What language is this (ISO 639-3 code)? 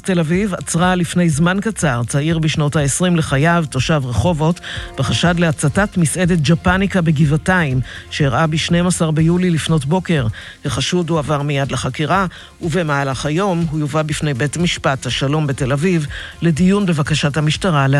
heb